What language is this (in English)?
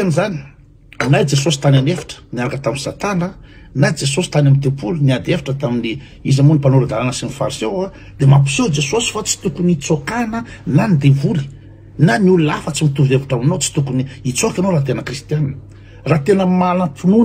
Malagasy